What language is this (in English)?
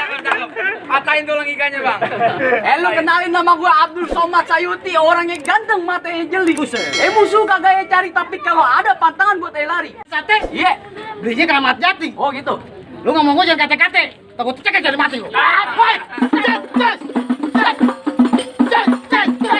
Betawi